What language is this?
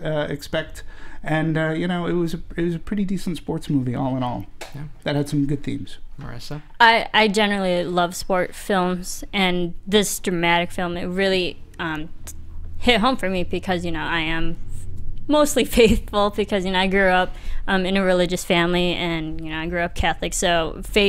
English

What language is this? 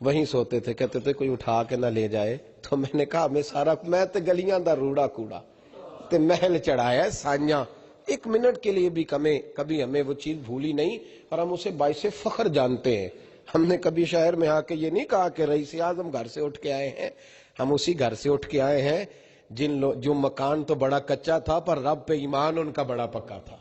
Western Panjabi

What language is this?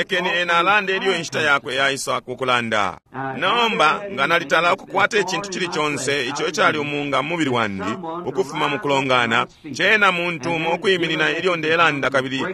Bemba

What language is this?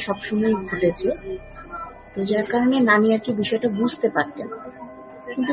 Bangla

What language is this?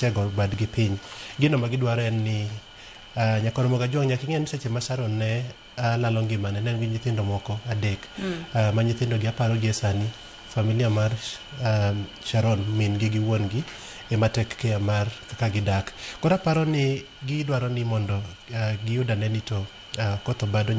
Luo (Kenya and Tanzania)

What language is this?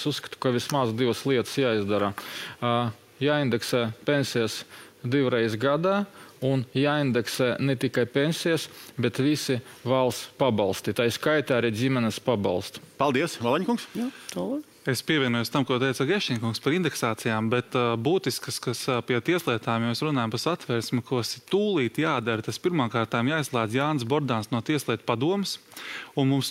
Latvian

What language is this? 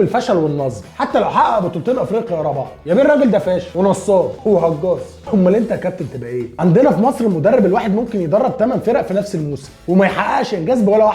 Egyptian Arabic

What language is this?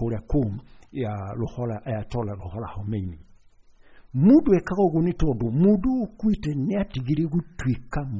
Kikuyu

